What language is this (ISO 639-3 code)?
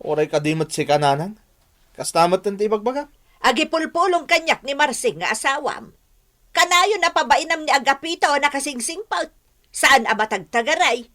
ilo